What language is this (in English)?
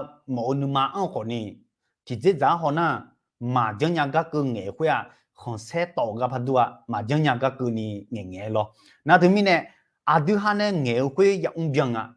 Akha